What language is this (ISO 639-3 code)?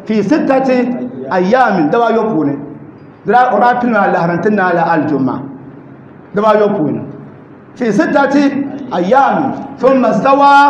dag